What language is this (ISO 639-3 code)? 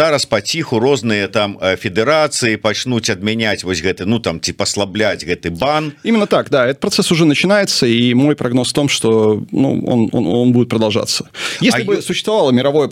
bel